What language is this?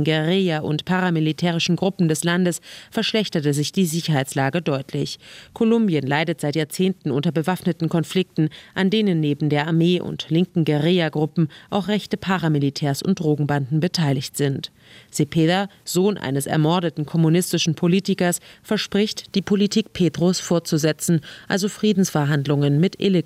German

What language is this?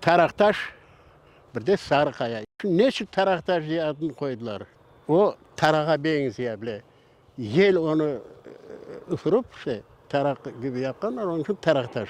Crimean Tatar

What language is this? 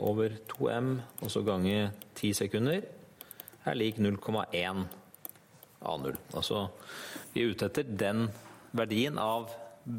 Norwegian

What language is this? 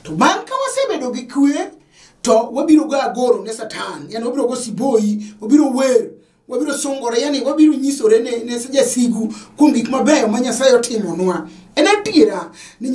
Luo (Kenya and Tanzania)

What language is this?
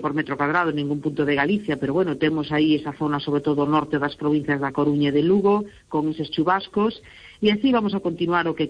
Galician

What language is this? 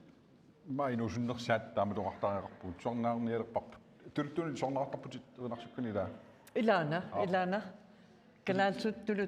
Kalaallisut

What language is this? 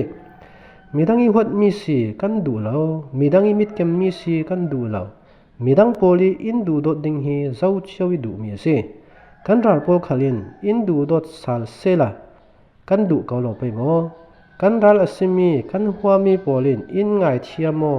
Falam Chin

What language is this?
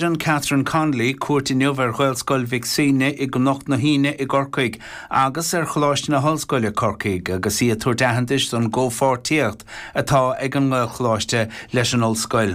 Irish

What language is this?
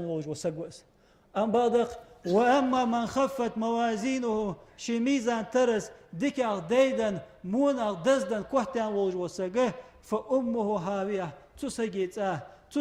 Ingush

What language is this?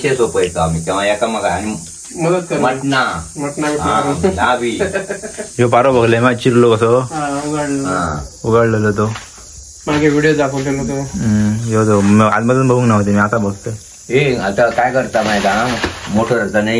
Konkani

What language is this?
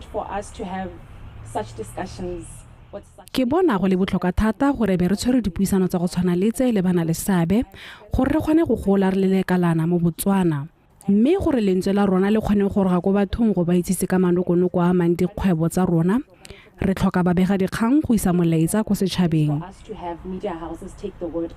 Tswana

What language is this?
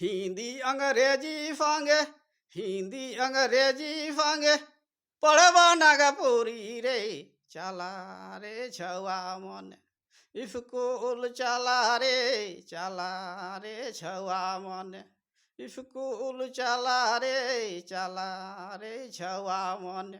Sadri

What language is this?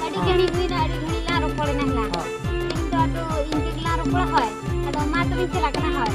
Santali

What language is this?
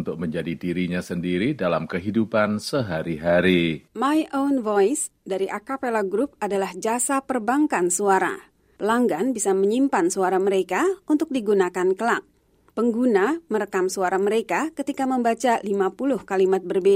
Indonesian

